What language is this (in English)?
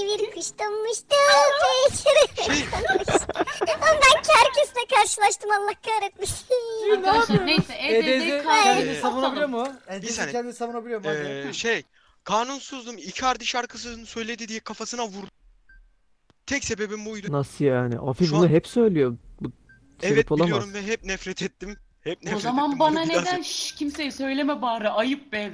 Turkish